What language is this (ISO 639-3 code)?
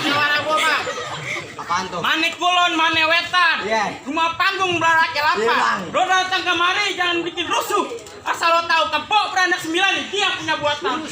bew